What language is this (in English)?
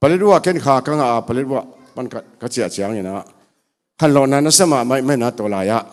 Tedim Chin